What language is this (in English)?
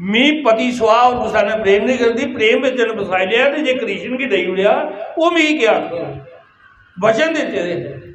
Dogri